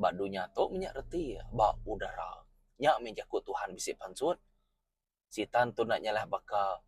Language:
Iban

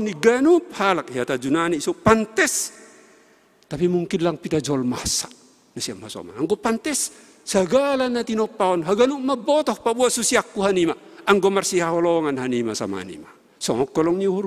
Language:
Batak Simalungun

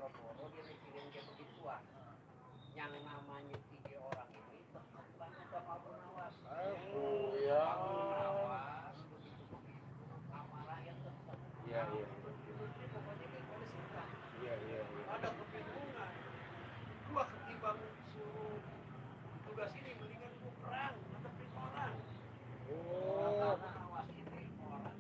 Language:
Betawi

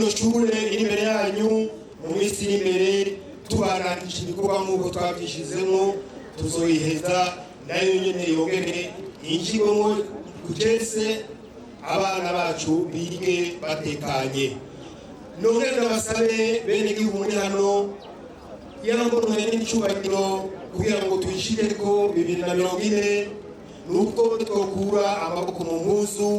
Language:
Rundi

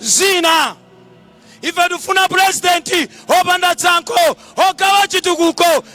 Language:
Nyanja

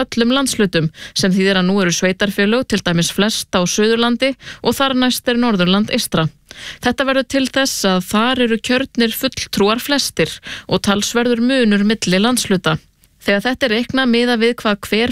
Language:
Icelandic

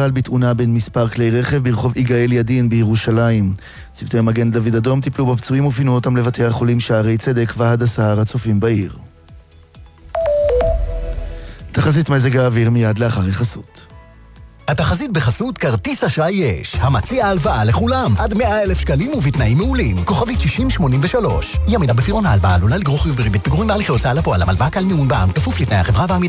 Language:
Hebrew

